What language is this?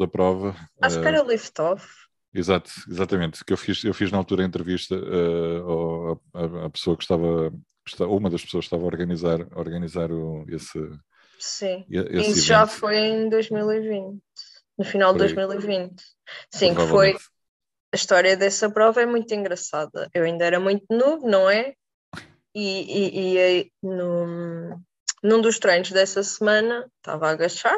Portuguese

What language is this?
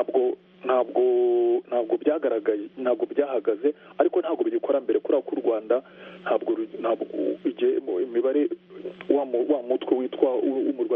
Kinyarwanda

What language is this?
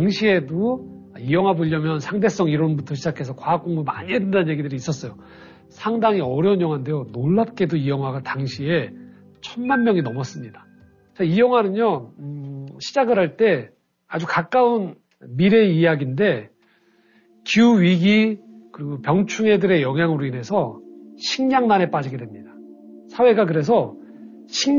Korean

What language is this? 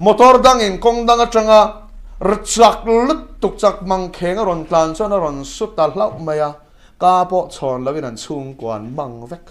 Mizo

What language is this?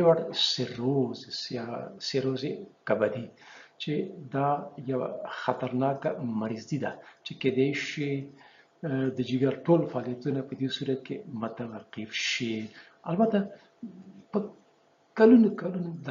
Pashto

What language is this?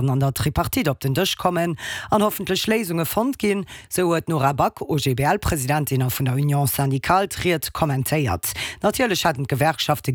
Luxembourgish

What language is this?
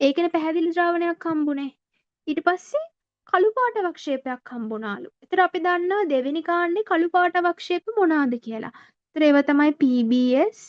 Sinhala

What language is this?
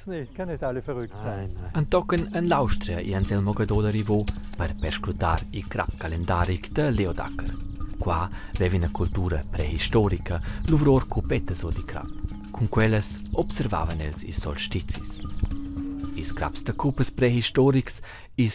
Romansh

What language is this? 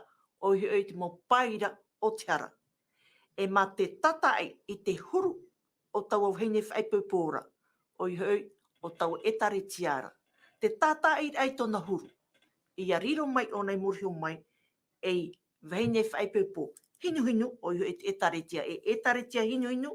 Tahitian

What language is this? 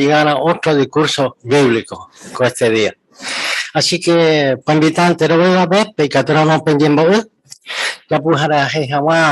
Guarani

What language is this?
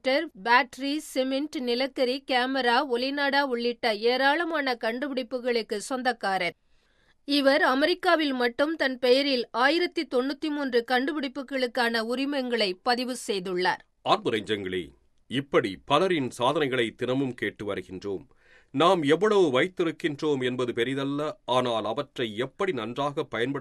Tamil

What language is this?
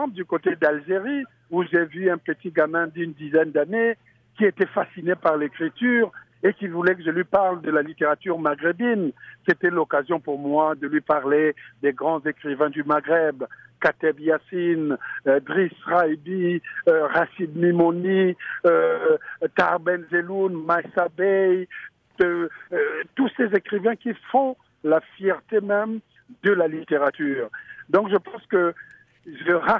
French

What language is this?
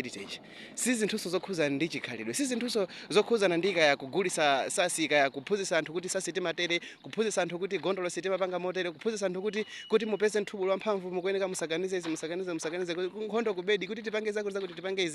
Nyanja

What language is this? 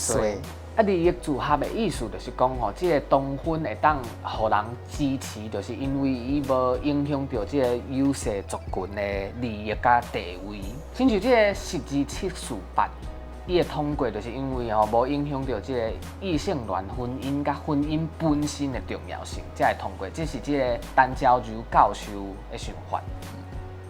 Min Nan Chinese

